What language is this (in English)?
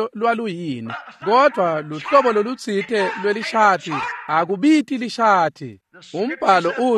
Swati